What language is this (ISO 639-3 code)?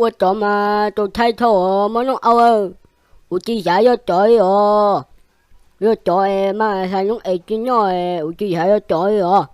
hmn